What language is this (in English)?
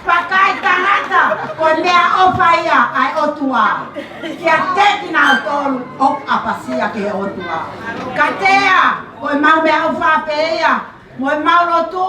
Tongan